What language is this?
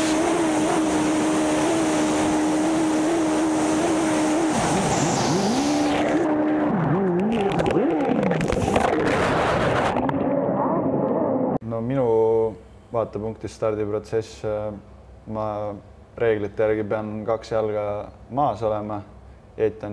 Estonian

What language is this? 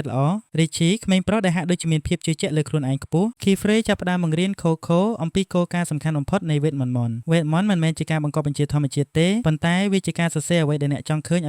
Khmer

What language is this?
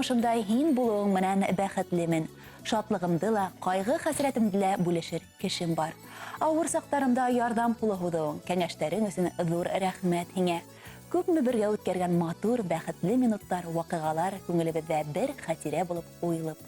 Bashkir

